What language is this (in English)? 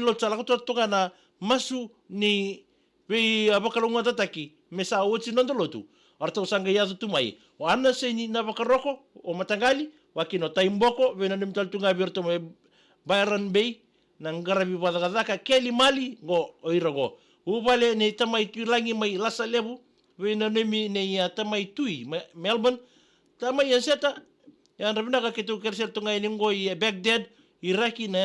Fijian